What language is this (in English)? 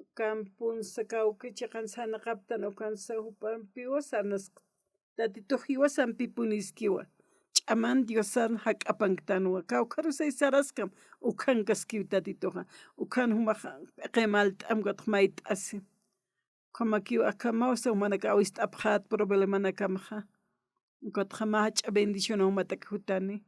Aymara